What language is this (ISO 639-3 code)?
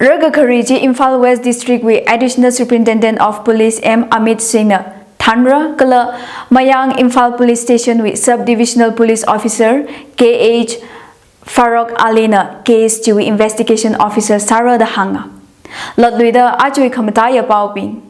nmf